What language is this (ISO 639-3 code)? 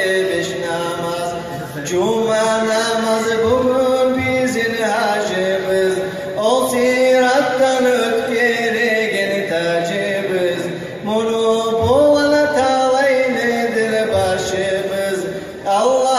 kum